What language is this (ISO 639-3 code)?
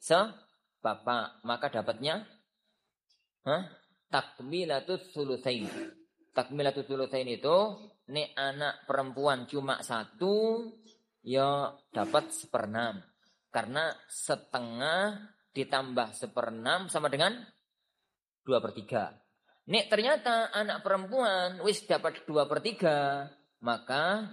ind